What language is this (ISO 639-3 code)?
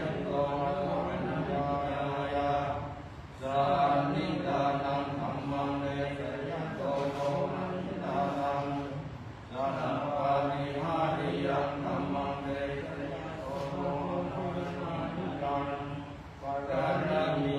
pli